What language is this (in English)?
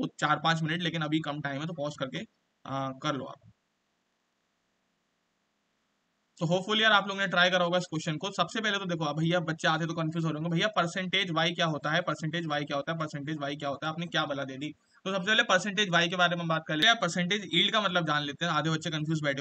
Hindi